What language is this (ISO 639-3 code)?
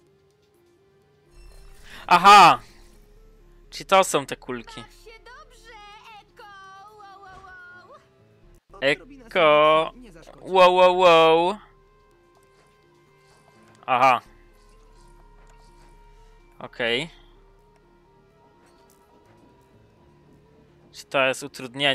pol